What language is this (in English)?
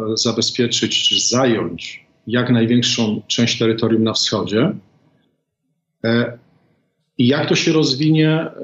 Polish